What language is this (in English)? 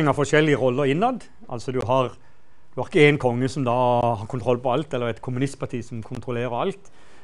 Norwegian